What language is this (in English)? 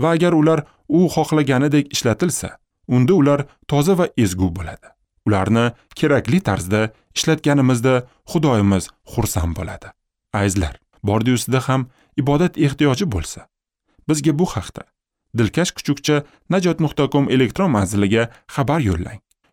Uzbek